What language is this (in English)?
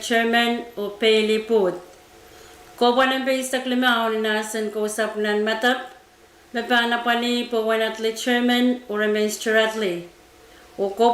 Pohnpeian